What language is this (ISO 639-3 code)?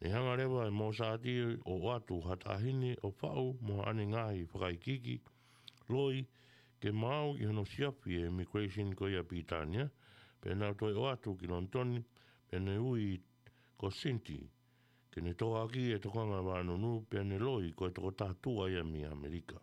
ton